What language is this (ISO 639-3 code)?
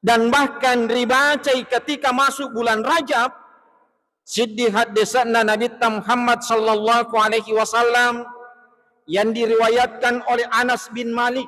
bug